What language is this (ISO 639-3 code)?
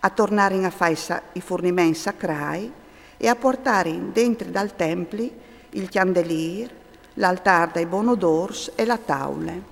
fur